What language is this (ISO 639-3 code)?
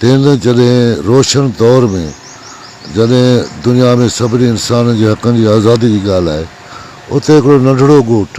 snd